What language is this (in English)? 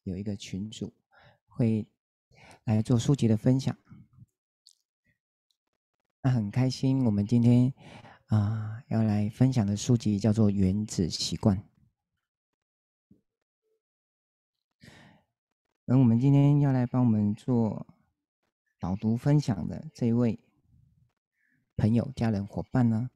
Chinese